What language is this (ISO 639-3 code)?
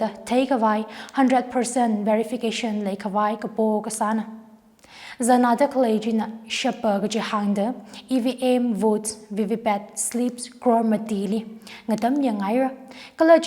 nmf